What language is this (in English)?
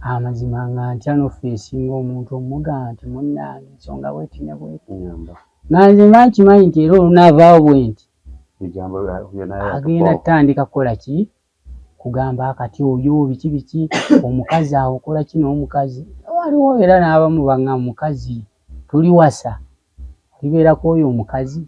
Ganda